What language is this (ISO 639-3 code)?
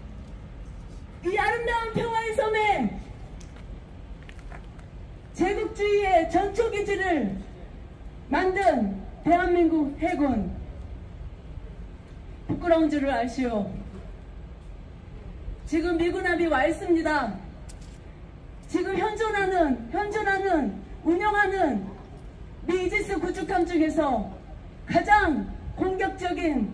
kor